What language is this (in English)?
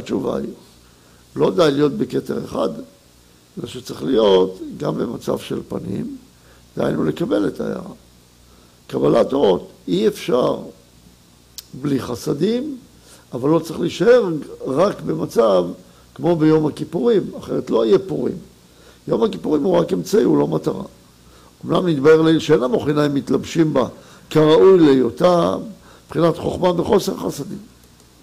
Hebrew